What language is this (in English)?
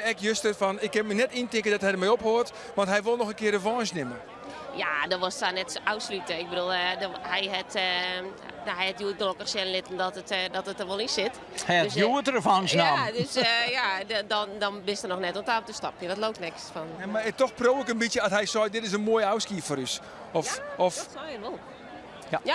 Western Frisian